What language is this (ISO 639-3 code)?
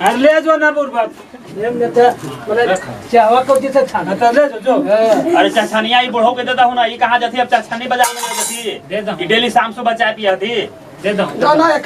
mag